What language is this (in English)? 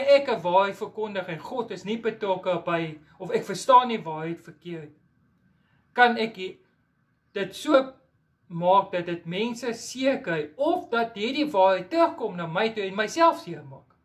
Afrikaans